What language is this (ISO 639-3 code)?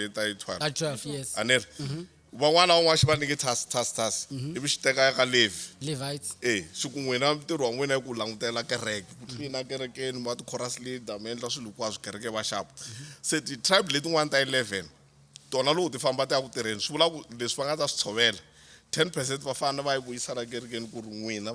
tso